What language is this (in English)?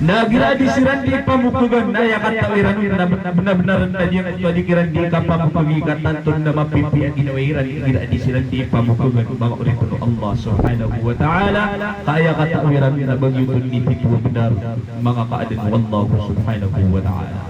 Maranao